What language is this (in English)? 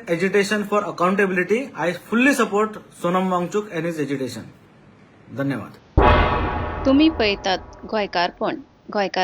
Konkani